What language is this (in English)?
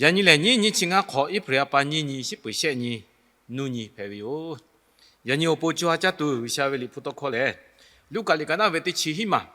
Lahu